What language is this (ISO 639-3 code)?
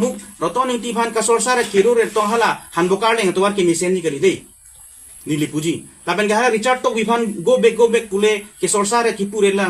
mjw